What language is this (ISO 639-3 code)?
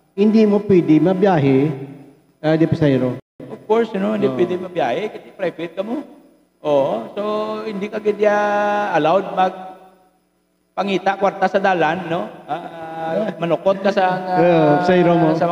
hil